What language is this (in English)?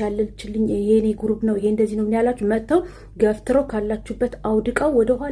Amharic